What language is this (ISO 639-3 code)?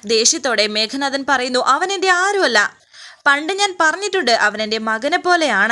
mal